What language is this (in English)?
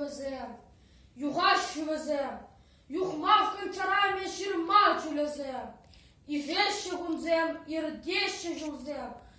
Chuvash